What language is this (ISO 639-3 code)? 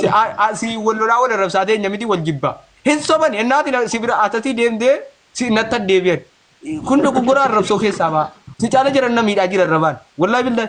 orm